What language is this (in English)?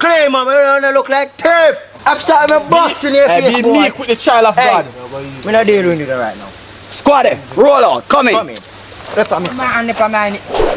Jamaican Creole English